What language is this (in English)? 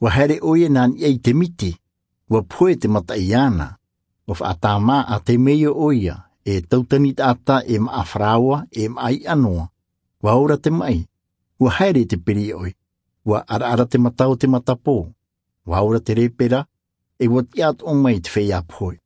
Tahitian